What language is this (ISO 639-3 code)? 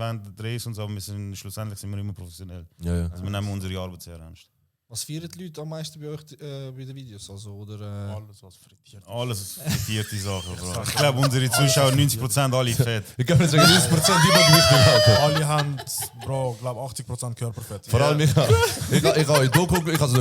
gsw